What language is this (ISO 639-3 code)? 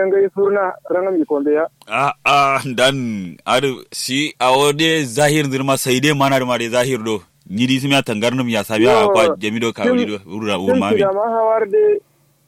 kau